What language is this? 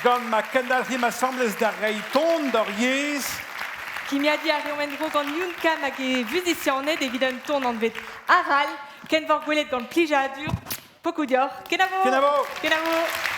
Breton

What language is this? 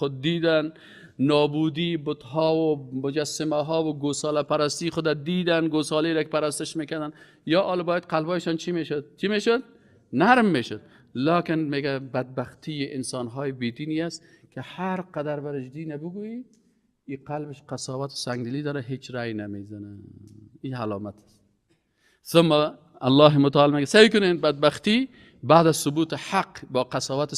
Persian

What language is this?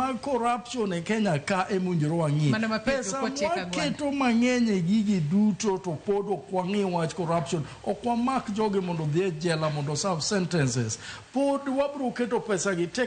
Luo (Kenya and Tanzania)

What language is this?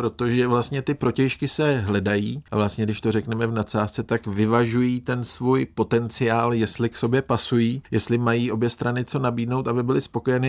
Czech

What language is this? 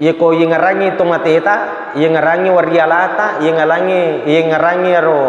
Buginese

